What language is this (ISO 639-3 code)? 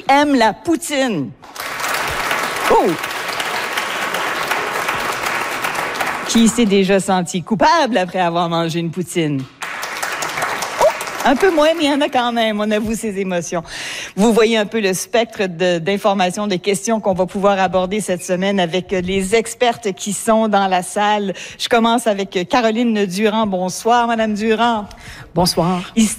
fra